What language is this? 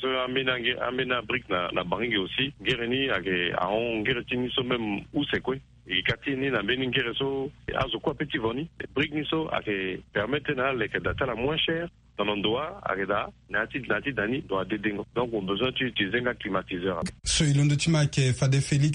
Sango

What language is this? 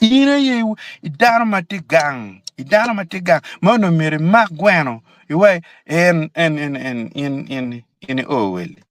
Acoli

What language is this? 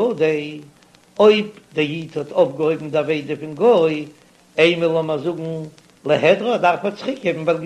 Yiddish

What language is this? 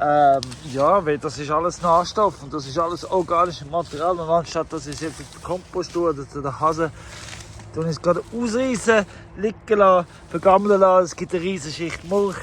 Swiss German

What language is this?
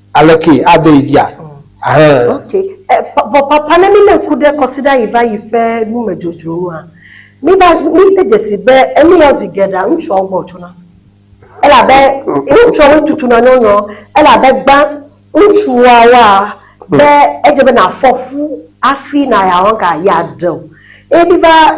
Ewe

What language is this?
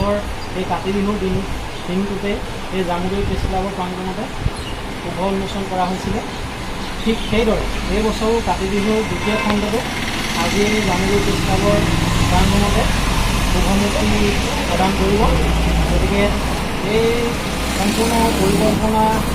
Assamese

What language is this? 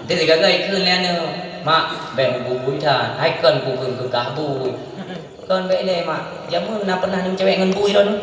Achinese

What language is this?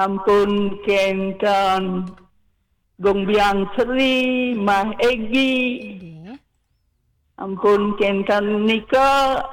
Balinese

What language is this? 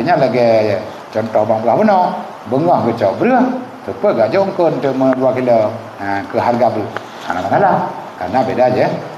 Achinese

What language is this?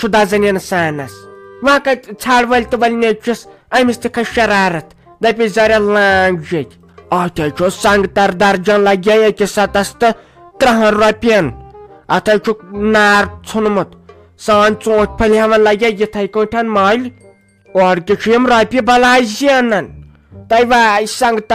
Kashmiri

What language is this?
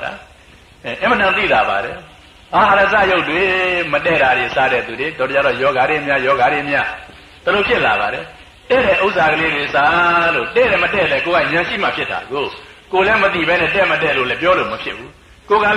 Burmese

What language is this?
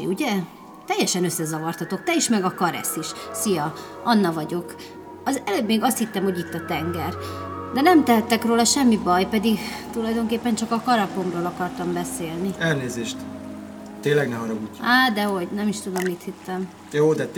Hungarian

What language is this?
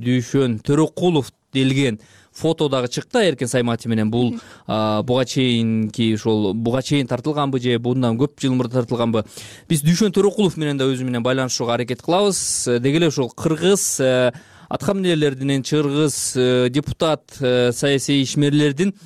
Kyrgyz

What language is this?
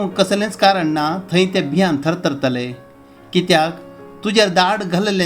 Konkani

